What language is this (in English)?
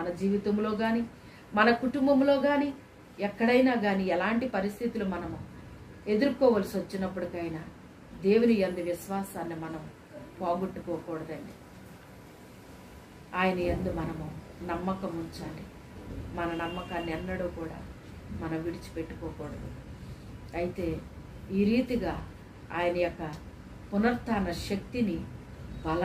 Telugu